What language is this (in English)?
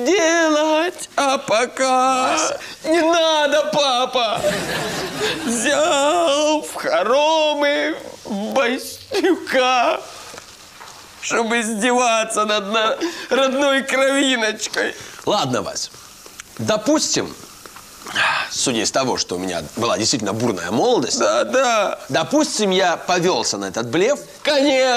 Russian